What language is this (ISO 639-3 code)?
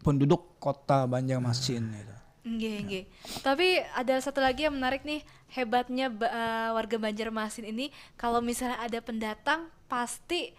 bjn